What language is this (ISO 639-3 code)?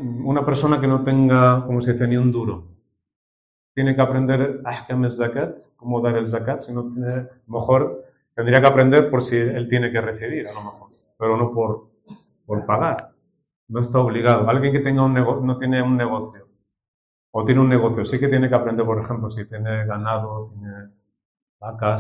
spa